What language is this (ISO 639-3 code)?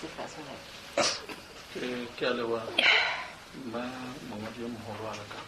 sot